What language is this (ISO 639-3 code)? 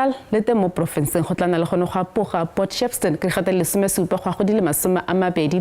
tsn